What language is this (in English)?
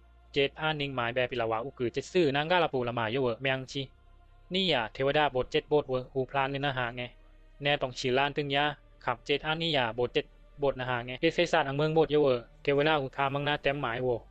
Bisu